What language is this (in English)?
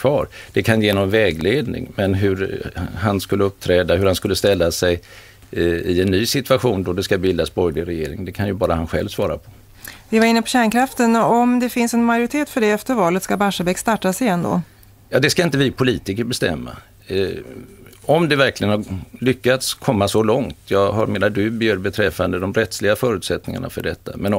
Swedish